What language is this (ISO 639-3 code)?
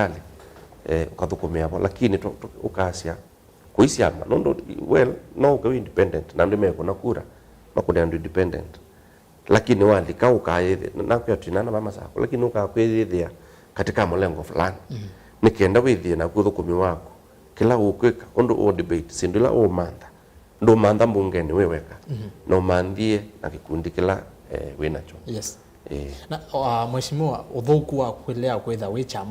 kam